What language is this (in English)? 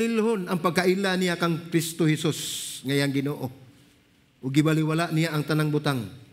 Cebuano